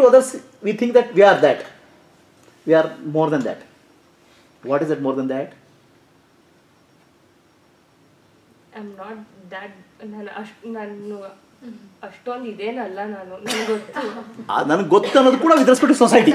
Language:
Kannada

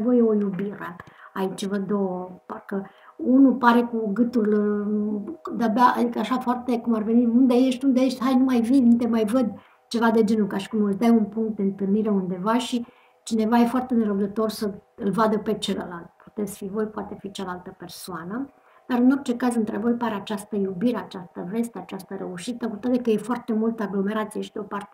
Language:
Romanian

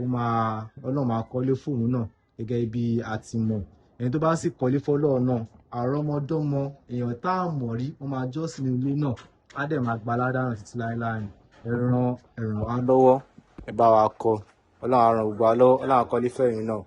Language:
Yoruba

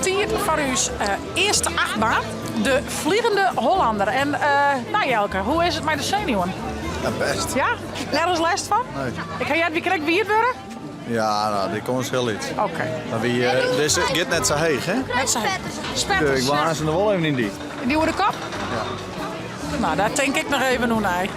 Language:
Western Frisian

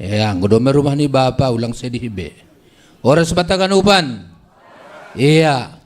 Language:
Batak Simalungun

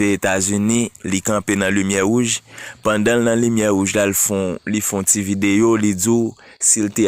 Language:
Haitian Creole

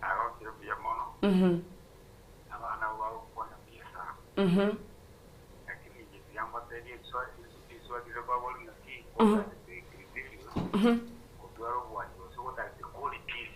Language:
Gusii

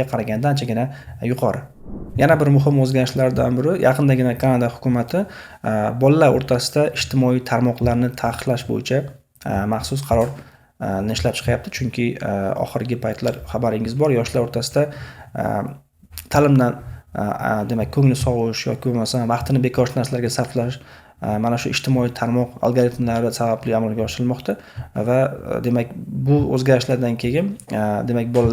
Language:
Uzbek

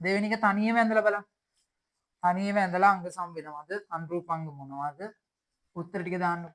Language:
Sinhala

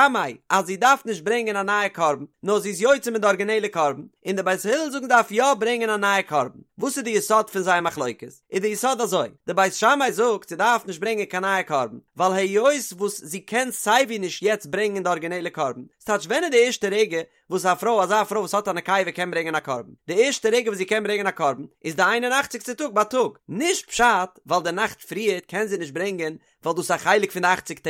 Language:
Yiddish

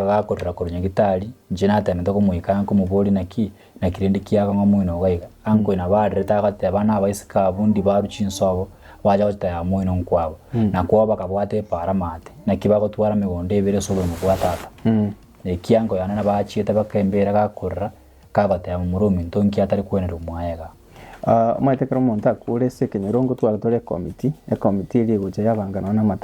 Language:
Gusii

